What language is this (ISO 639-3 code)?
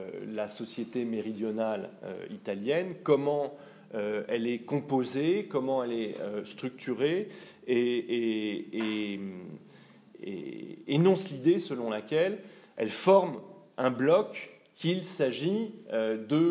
fra